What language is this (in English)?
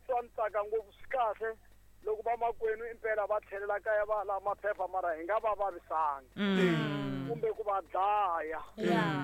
Tsonga